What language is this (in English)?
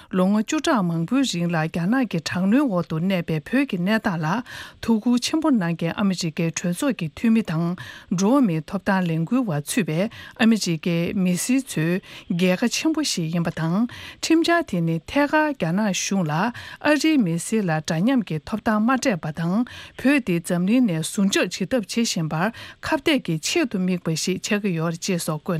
Tibetan